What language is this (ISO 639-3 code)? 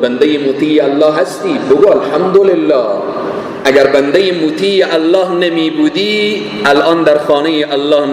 fas